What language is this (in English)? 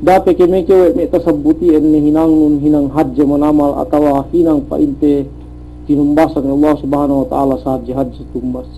Yakan